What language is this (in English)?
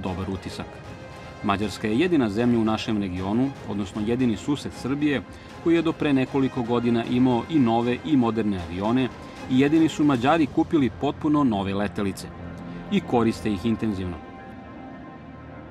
Serbian